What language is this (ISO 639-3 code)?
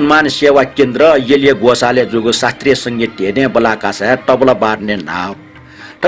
new